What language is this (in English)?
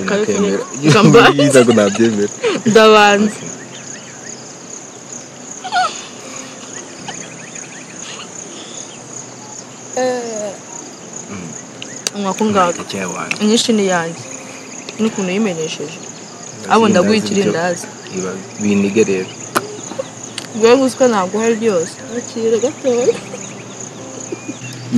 Kinyarwanda